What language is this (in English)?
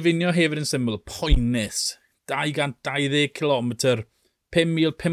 Welsh